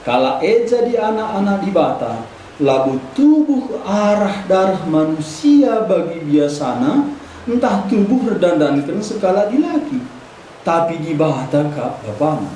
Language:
Batak Karo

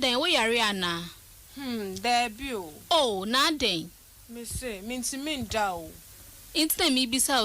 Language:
Akan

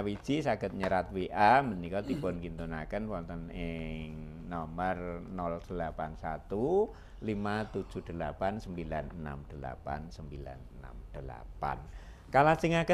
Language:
Javanese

